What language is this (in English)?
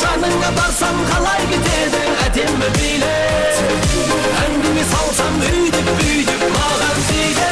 Kara-Kalpak